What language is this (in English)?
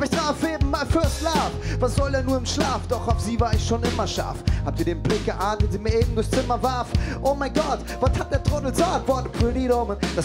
German